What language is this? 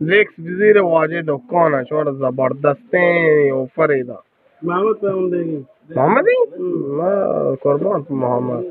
Baluchi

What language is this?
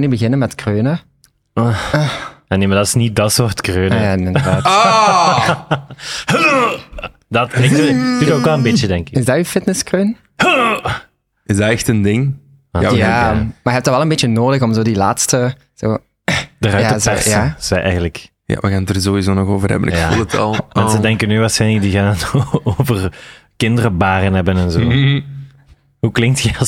Dutch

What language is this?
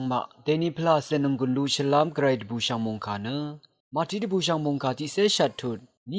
Rawang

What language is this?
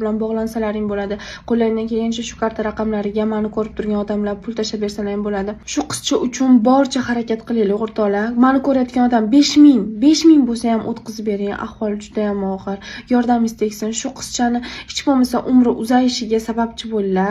Uzbek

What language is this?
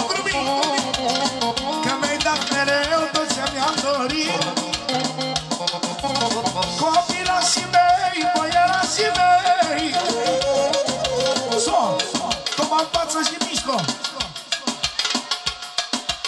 Romanian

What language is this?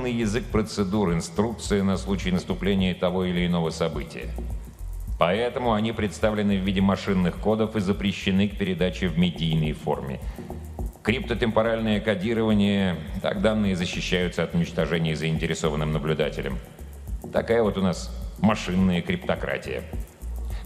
Russian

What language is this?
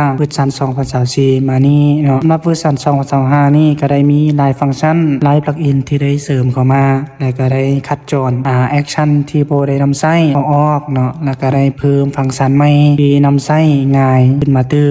Lao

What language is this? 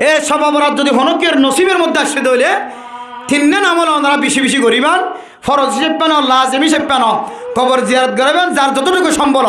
Rohingya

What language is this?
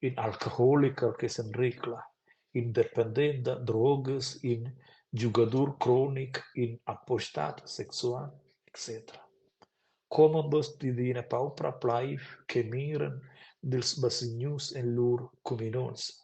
Romansh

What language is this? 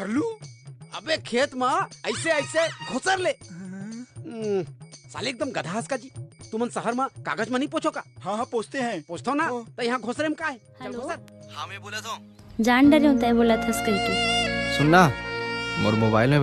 Chhattisgarhi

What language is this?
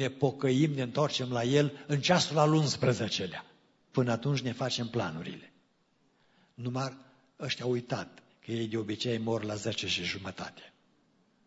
Romanian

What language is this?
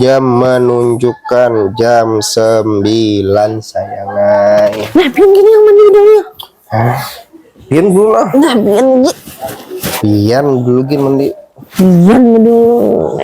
Banjar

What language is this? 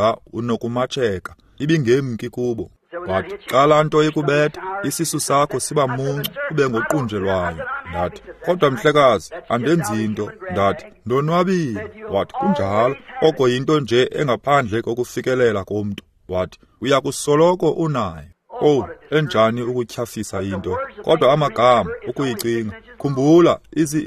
Xhosa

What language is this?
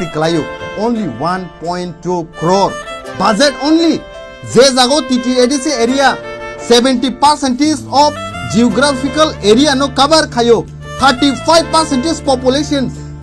Kok Borok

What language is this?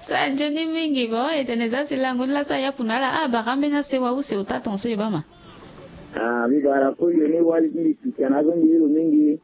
Sango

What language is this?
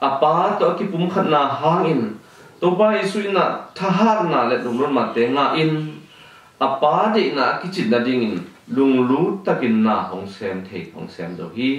Tedim Chin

